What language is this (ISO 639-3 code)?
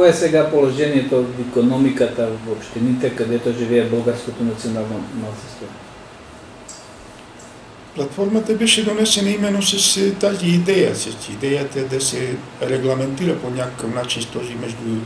bul